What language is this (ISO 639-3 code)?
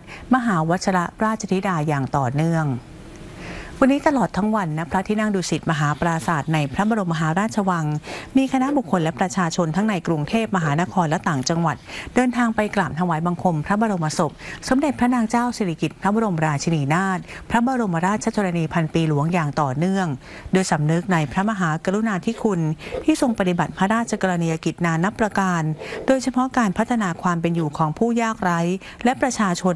tha